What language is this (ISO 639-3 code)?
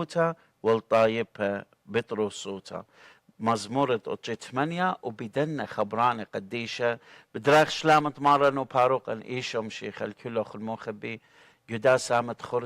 aii